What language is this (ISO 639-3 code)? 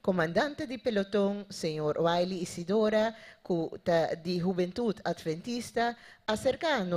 pap